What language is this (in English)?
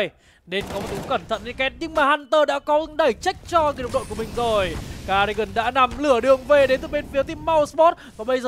Vietnamese